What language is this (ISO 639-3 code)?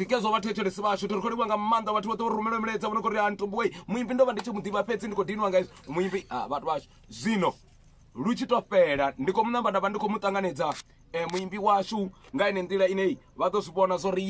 ven